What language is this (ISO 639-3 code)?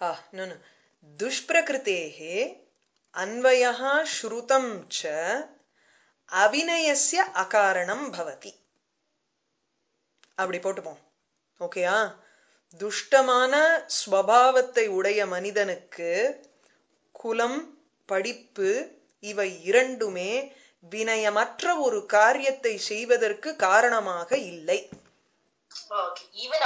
tam